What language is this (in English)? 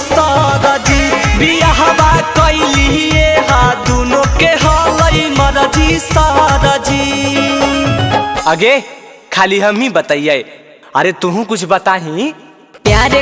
Magahi